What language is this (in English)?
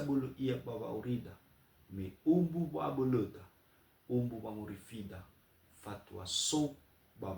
Nias